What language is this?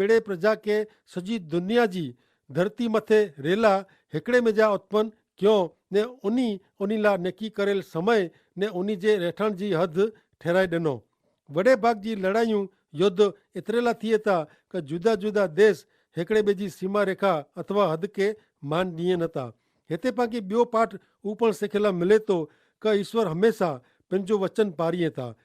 Kachhi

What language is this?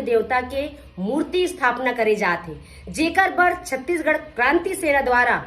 Chhattisgarhi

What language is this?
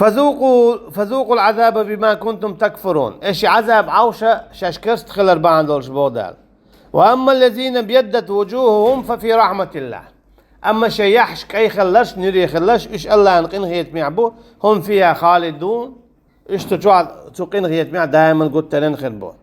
Chechen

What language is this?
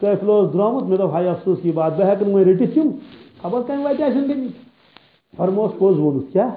Kashmiri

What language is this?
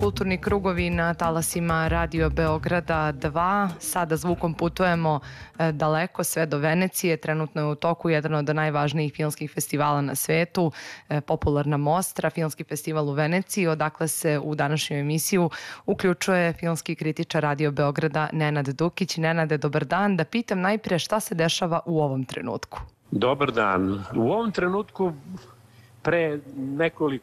Serbian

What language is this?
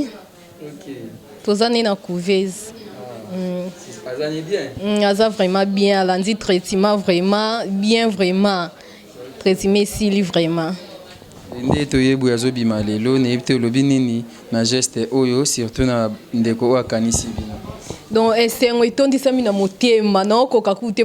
Lingala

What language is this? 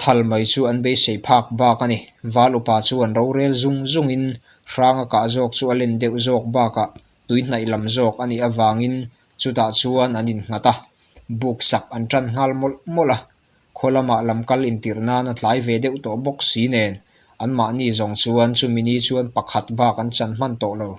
Mizo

